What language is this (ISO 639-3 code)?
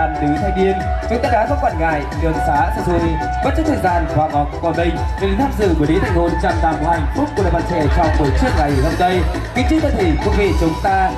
vie